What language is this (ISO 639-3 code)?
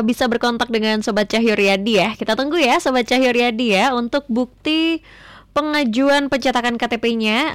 ind